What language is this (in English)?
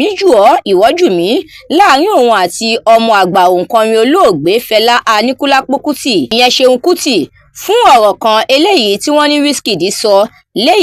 Yoruba